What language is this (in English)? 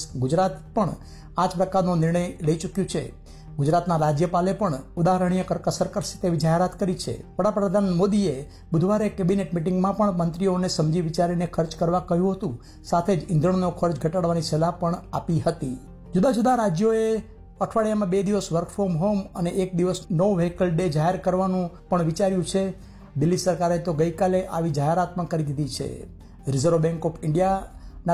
Gujarati